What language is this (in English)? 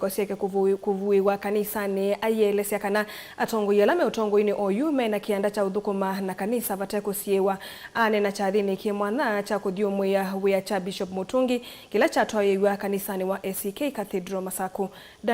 Kamba